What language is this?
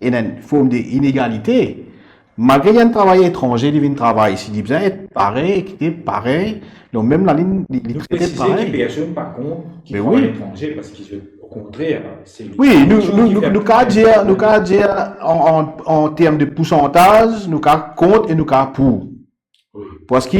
Morisyen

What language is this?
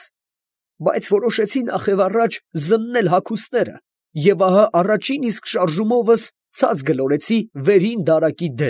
Armenian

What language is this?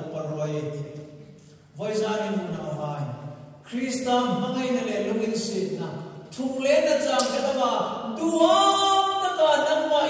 Hmar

